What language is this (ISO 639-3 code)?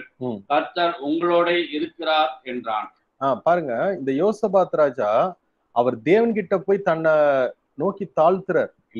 tam